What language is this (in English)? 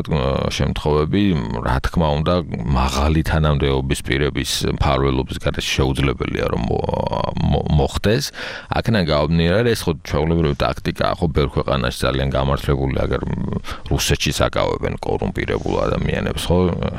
Georgian